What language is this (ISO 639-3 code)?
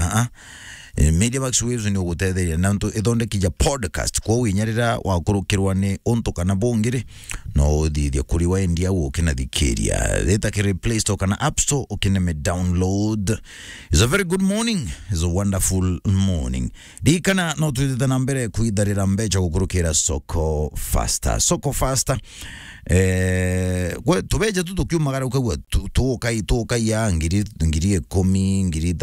mer